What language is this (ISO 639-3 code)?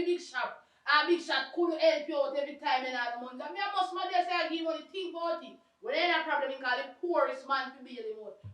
jam